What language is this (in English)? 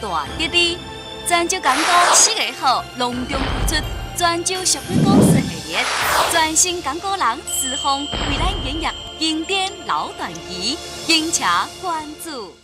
Min Nan Chinese